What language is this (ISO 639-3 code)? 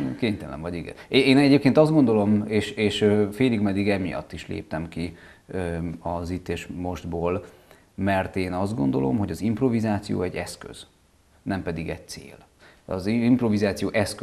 hun